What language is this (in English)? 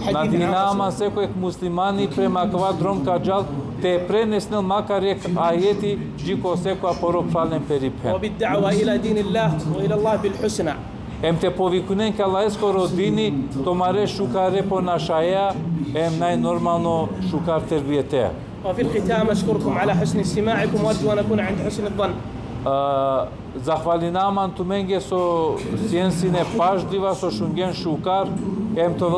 Balkan Romani